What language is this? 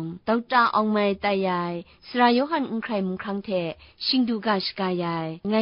Kachin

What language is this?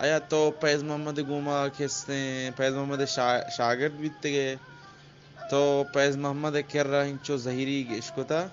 Eastern Balochi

